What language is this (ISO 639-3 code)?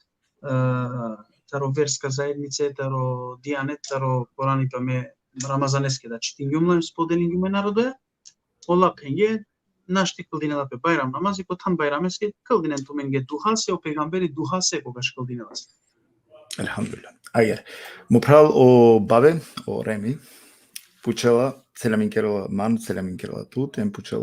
rmn